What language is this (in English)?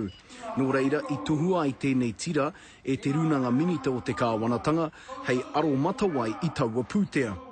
Māori